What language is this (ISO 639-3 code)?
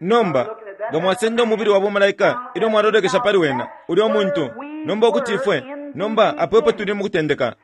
bem